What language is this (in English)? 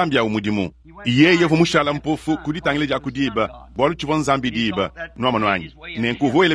Luba-Lulua